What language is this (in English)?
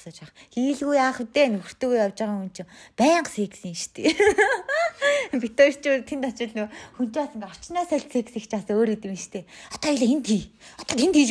Mongolian